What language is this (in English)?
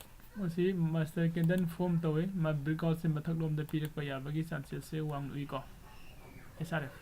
Manipuri